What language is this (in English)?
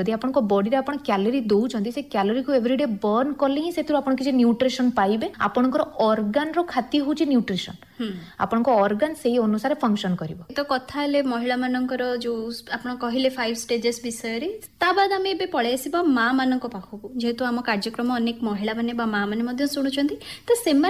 Odia